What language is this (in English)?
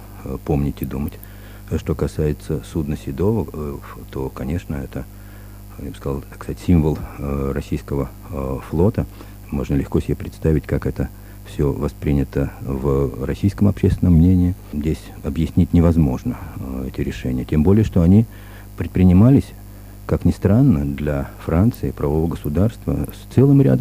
Russian